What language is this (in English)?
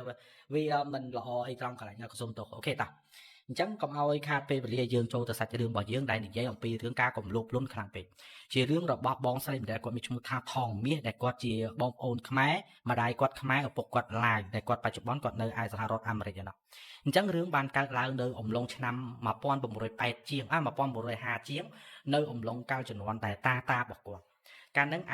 Khmer